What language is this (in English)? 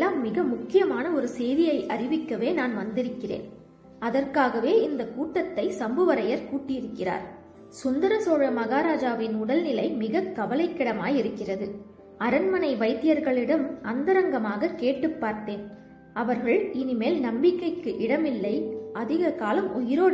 Tamil